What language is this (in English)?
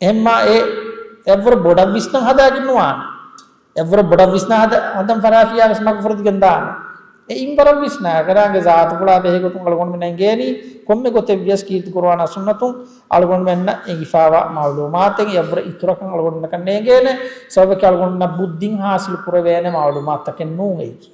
Divehi